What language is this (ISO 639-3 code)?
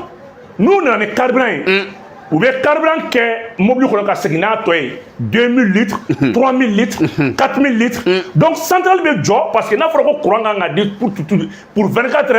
bam